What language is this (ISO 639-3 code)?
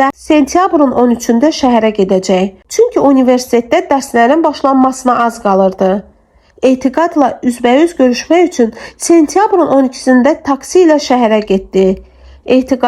aze